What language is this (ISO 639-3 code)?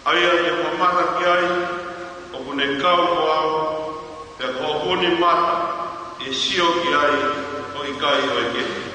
ton